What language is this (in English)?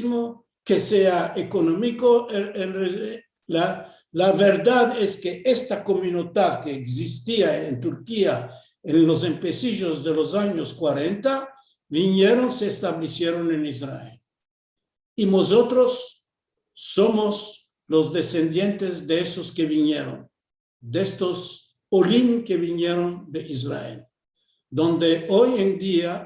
Ladino